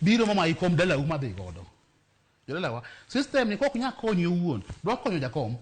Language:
Luo (Kenya and Tanzania)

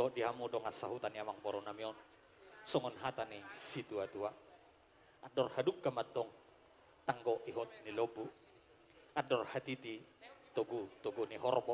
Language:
Batak Toba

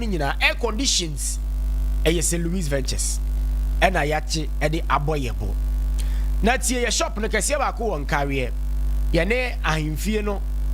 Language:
Akan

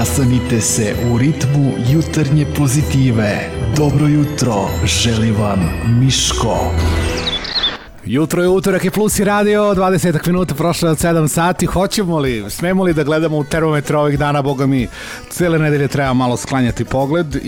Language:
Serbian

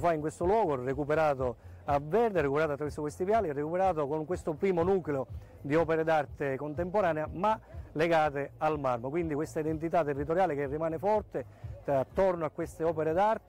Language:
Italian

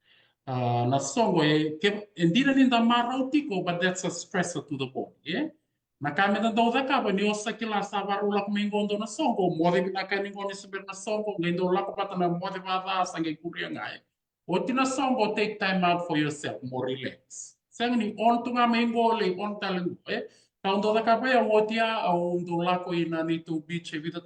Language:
Fijian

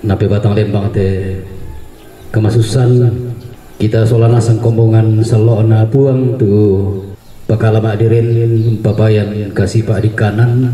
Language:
Toraja-Sa'dan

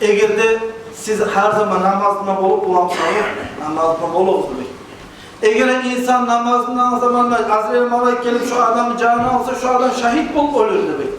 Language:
Kumyk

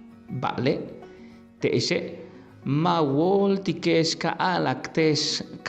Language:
Yucateco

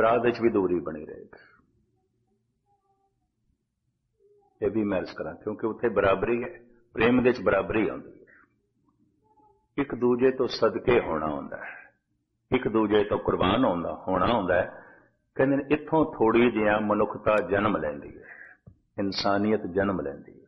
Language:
Punjabi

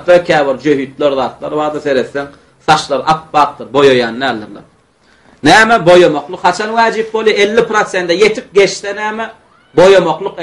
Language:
Turkmen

